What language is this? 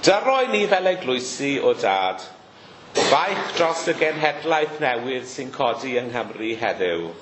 Welsh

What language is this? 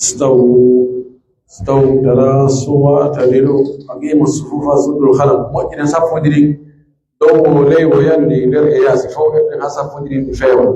Pular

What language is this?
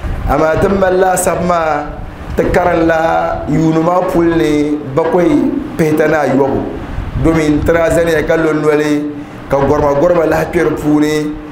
Dagbani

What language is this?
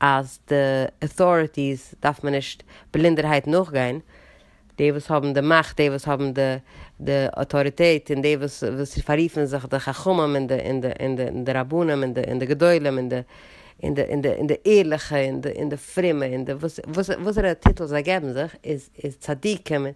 Yiddish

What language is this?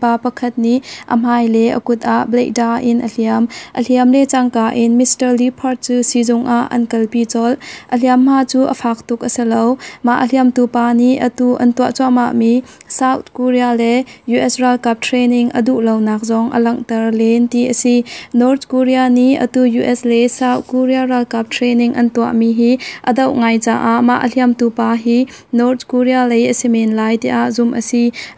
Hakha Chin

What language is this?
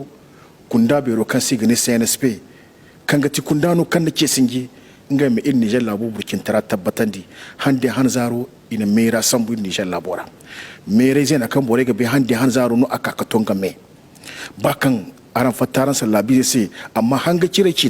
Zarma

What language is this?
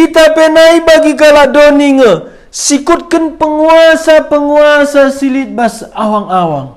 Batak Karo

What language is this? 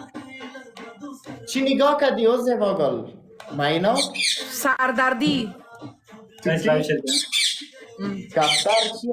Persian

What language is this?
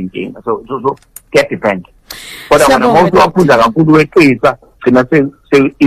Zulu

